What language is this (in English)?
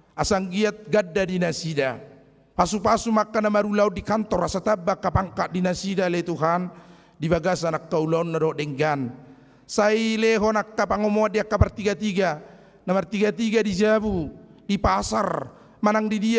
Batak Toba